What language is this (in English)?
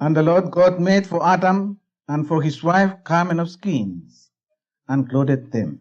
Bislama